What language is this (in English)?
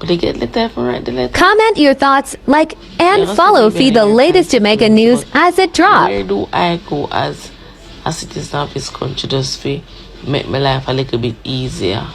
Jamaican Creole English